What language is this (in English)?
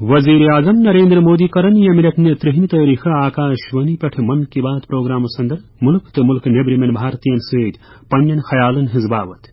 Kashmiri